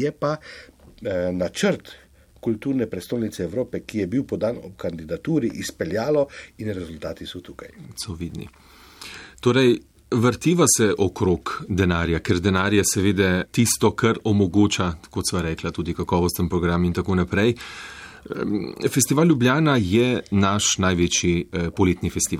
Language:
Slovenian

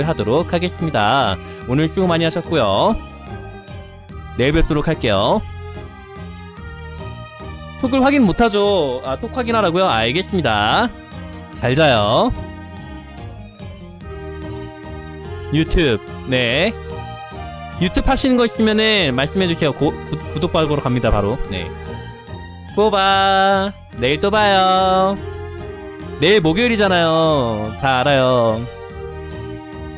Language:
Korean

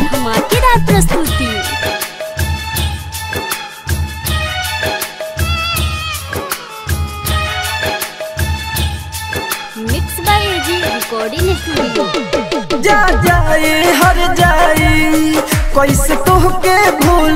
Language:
Bhojpuri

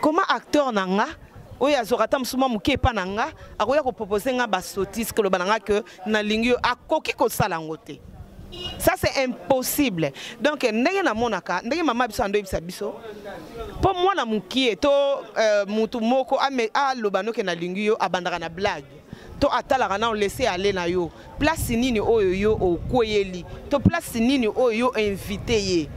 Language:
Lingala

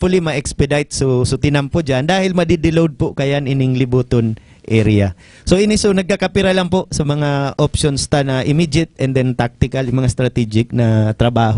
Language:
Bikol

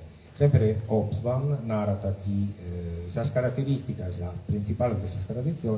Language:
Sardinian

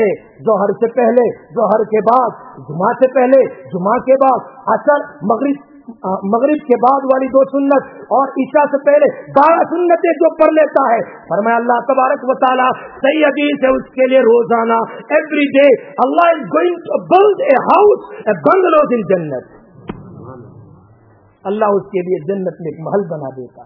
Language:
Urdu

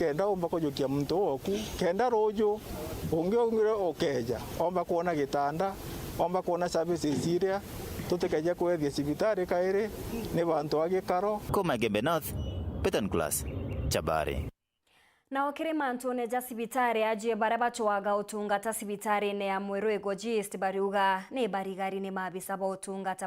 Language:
Meru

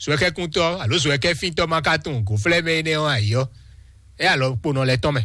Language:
Fon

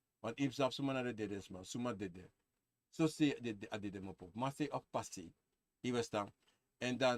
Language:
Sranan Tongo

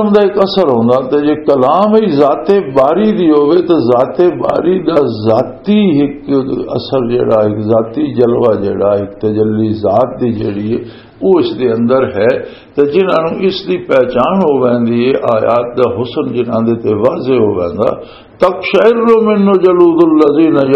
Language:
Western Panjabi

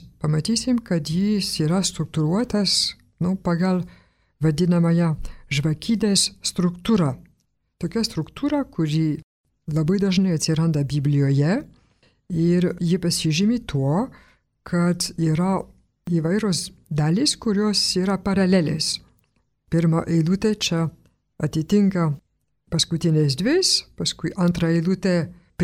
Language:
Lithuanian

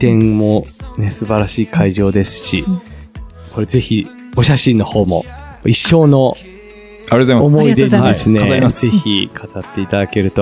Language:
Japanese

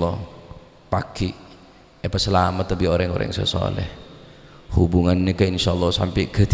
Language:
Madurese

